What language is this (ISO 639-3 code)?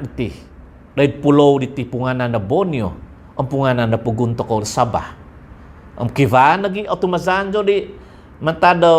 dtp